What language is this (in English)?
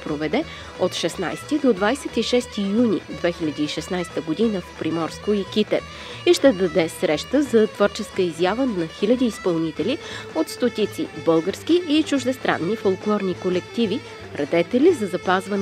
Bulgarian